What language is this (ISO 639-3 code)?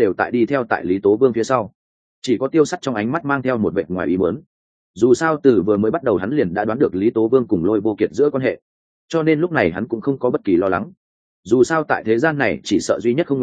vie